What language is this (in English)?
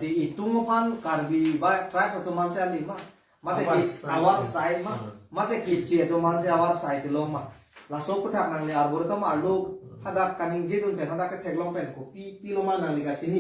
Karbi